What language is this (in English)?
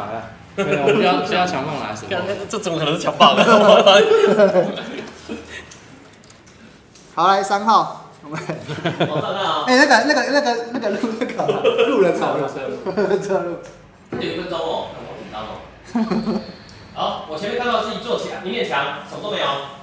Chinese